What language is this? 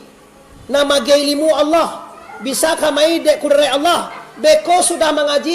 Minangkabau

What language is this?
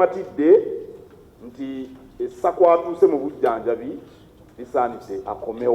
Ganda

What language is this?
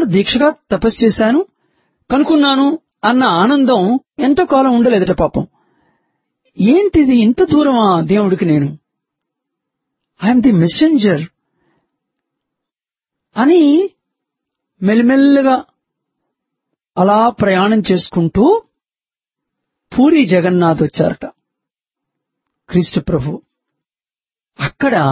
Telugu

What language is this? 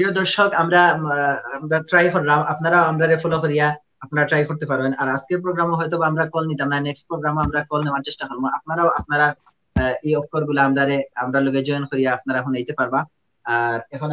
Sylheti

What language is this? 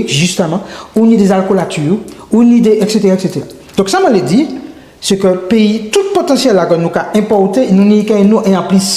Guadeloupean Creole French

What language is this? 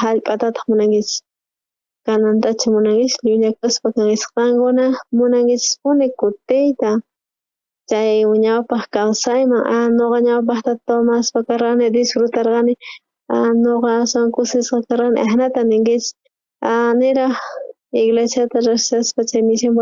South Bolivian Quechua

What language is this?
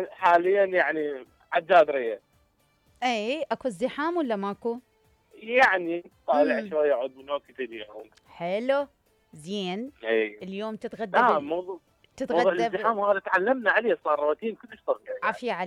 Mesopotamian Arabic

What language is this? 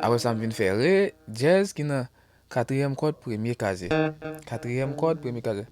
Haitian Creole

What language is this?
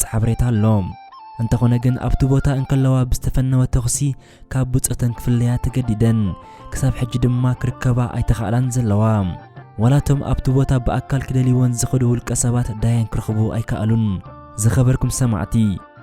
Tigrinya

